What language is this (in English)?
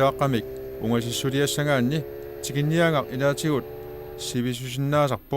Kalaallisut